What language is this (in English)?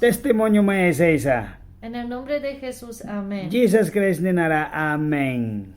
Mískito